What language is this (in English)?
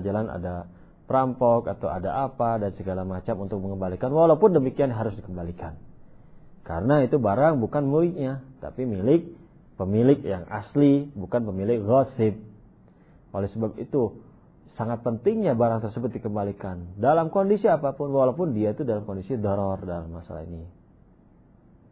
Indonesian